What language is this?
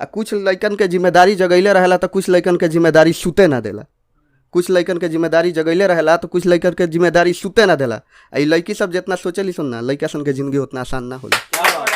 Bhojpuri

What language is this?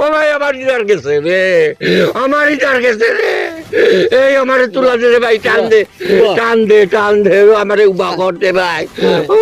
Sylheti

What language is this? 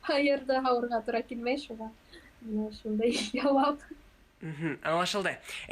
Bashkir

